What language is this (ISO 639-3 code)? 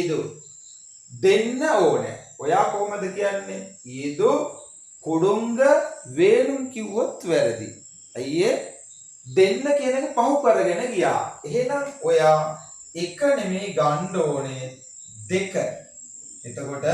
sin